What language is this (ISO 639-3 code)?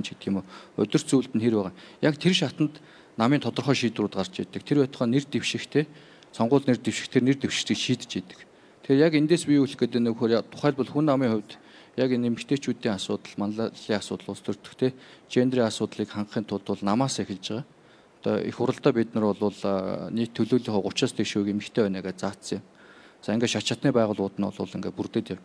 mon